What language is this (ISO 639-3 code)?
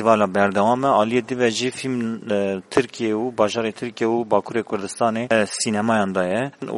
kur